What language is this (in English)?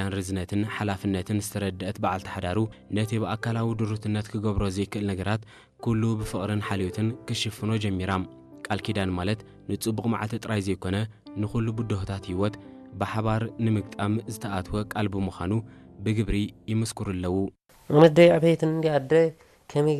Tigrinya